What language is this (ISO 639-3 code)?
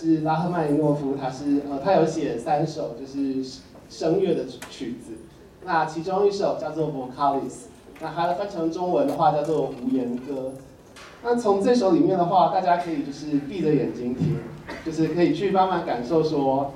zho